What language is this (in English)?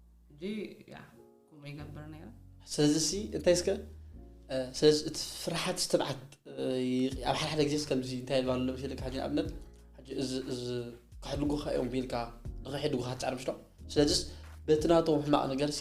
Tigrinya